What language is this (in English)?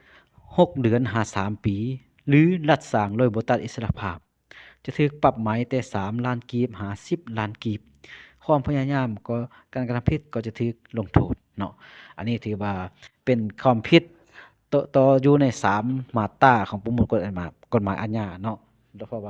Lao